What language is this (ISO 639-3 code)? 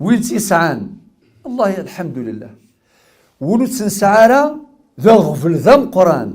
kab